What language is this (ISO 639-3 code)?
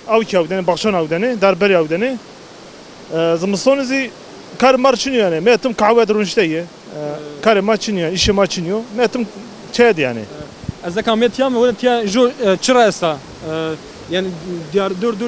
zza